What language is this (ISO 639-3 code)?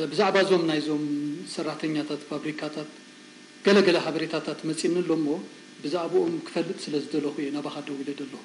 tir